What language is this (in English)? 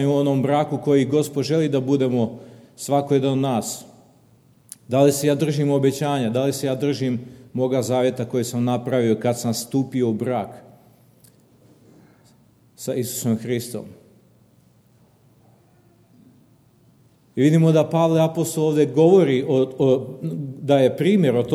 Serbian